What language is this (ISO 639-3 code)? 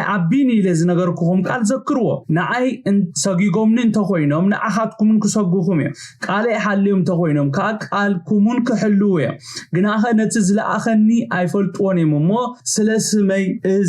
tir